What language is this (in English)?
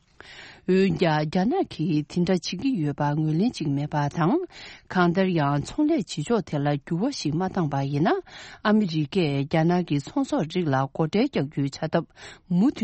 Tibetan